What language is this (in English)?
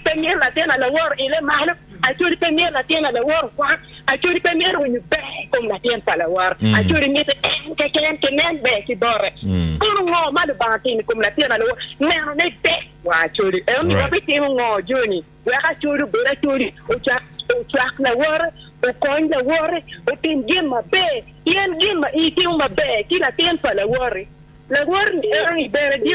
Acoli